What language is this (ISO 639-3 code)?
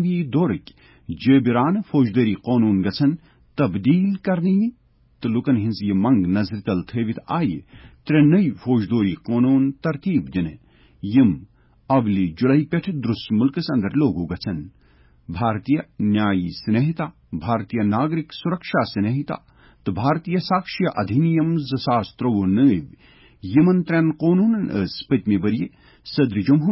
kas